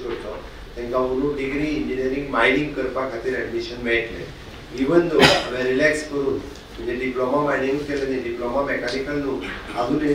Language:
Konkani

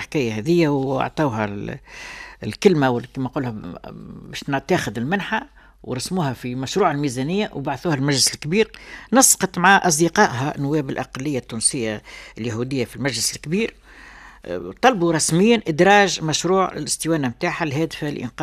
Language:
Tunisian Arabic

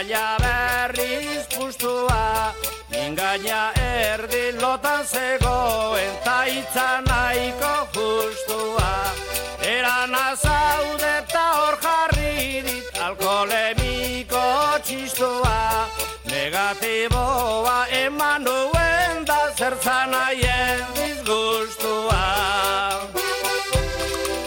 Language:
Basque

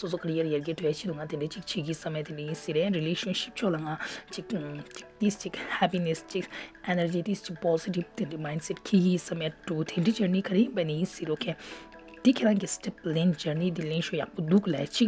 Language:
Tibetan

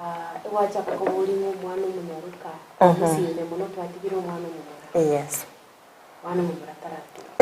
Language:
Gusii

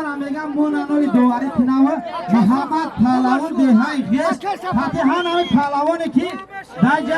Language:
Tajik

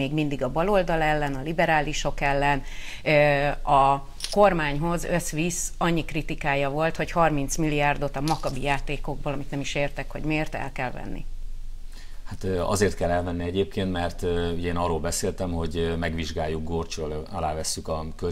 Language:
Hungarian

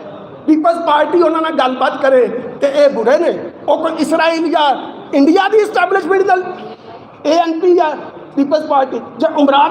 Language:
Saraiki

